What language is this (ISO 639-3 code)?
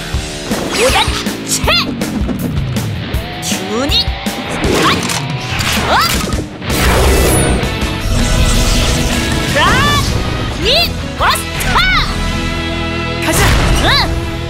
kor